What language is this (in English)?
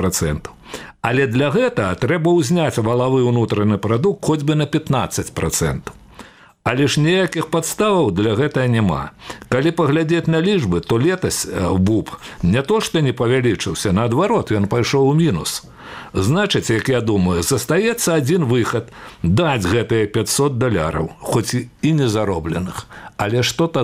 Belarusian